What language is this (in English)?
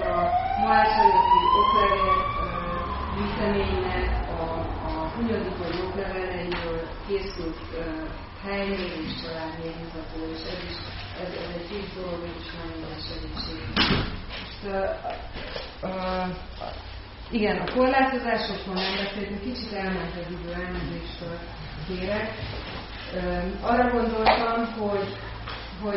Hungarian